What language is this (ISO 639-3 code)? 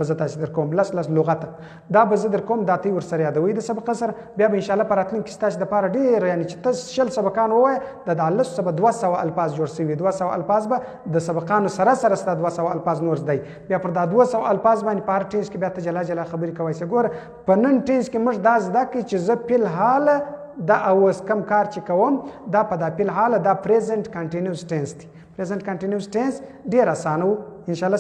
pus